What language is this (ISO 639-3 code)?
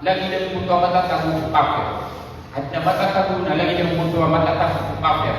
mrw